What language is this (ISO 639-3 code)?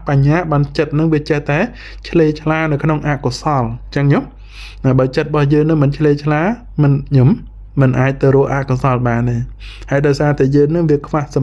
khm